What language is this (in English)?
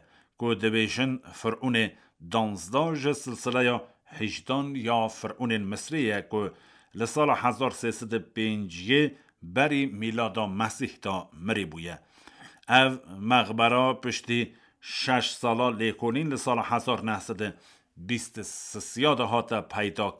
Kurdish